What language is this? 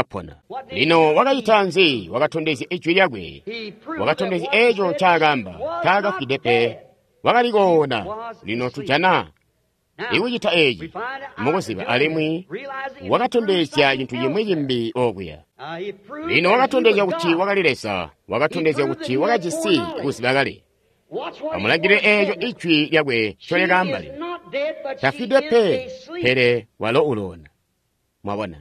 Tonga (Zambia)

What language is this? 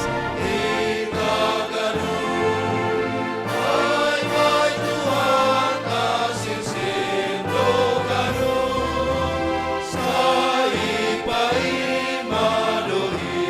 Batak Simalungun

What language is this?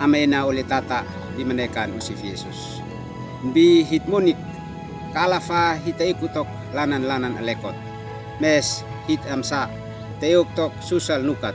Uab Meto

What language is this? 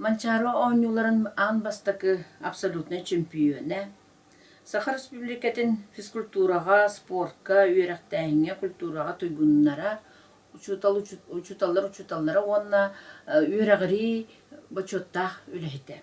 Yakut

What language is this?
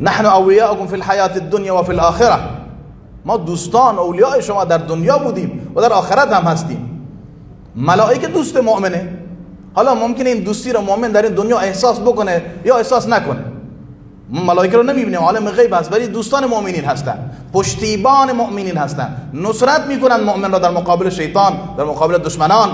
Persian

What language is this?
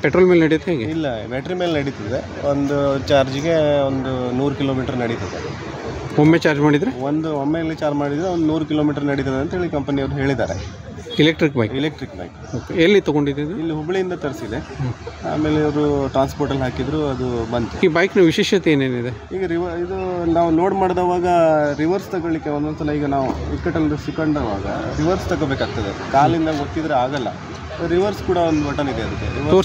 Kannada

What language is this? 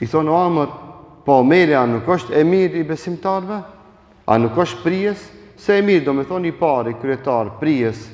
Albanian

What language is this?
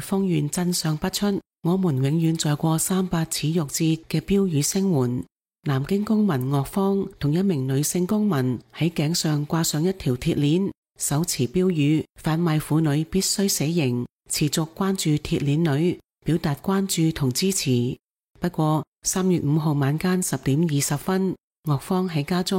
Cantonese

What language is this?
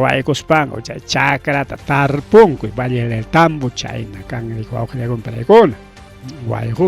Ayacucho Quechua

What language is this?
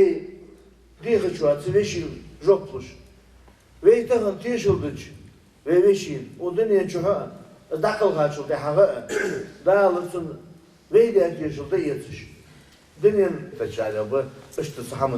Ingush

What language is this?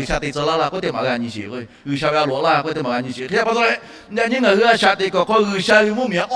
Lahu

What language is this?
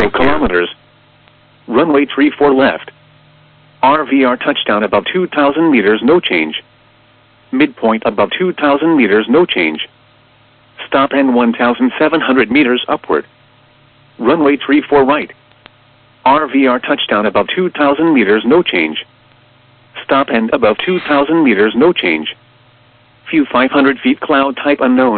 English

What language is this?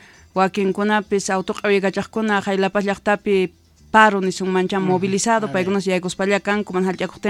South Bolivian Quechua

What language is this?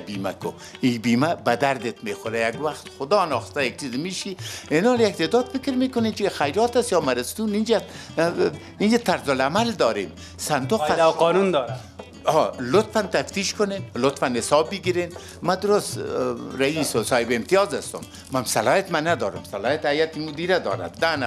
Persian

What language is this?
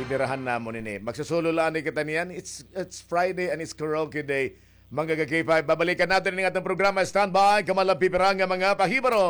Waray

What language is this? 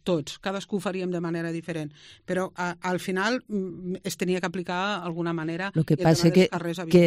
Catalan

